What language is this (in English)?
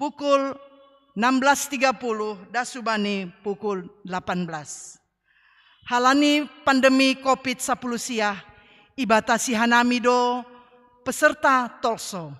Batak Simalungun